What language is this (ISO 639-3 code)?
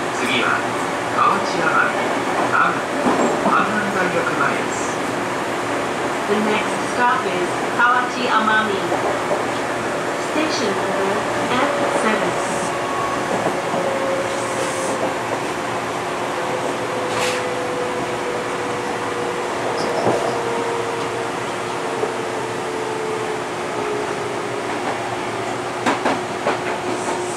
jpn